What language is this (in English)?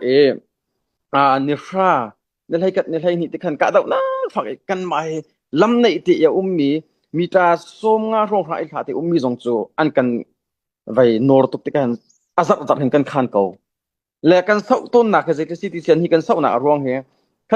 Hakha Chin